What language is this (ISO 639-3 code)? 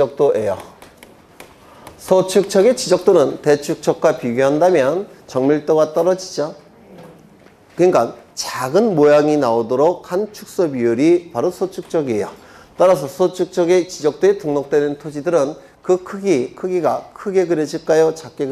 kor